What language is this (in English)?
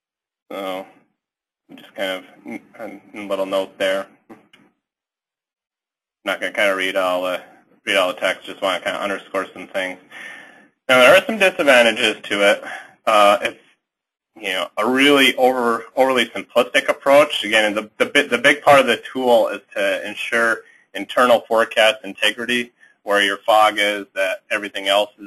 English